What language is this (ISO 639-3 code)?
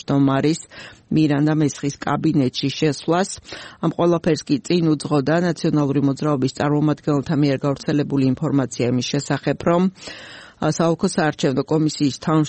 kat